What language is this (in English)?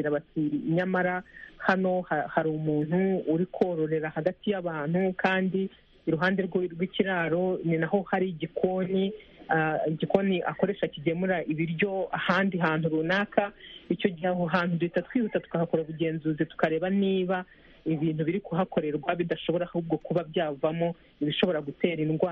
Kinyarwanda